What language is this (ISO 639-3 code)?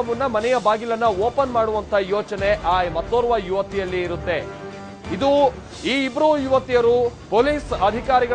kan